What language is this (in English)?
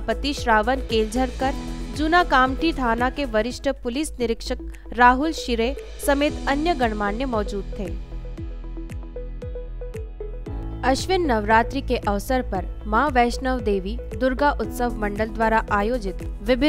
Hindi